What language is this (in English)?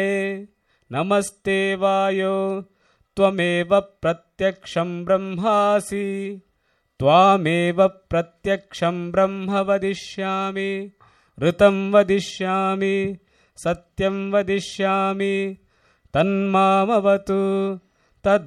Sanskrit